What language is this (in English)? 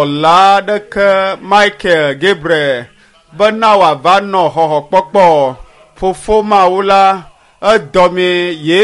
Ewe